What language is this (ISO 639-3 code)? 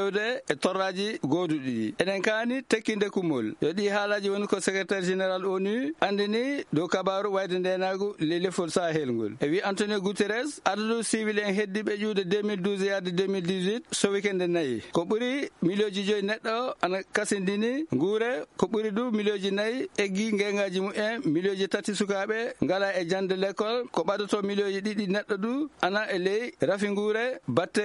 ful